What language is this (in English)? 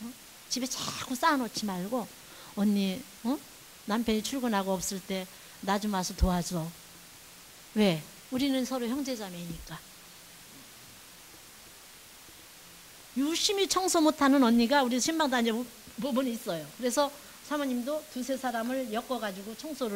Korean